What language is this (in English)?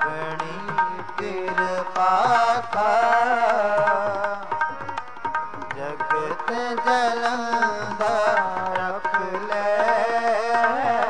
Punjabi